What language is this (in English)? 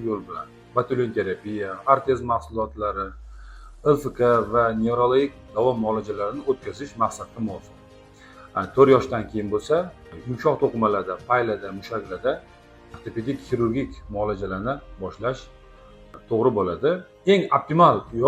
Uzbek